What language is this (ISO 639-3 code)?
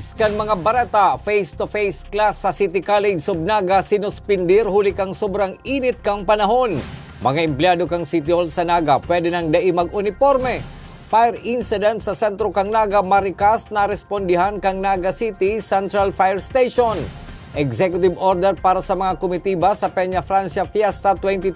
bik